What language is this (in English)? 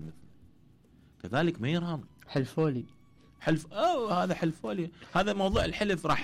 Mesopotamian Arabic